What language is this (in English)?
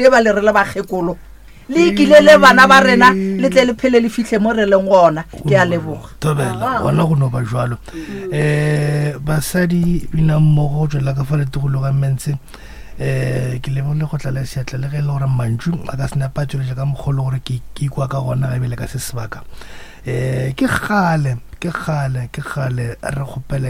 Northern Sotho